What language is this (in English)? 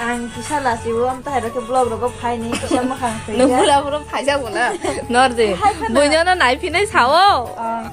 Kok Borok